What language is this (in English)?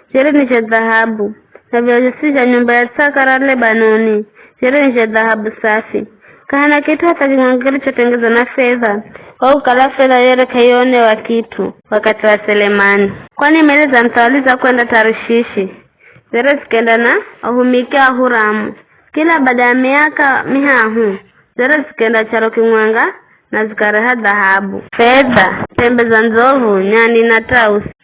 Giryama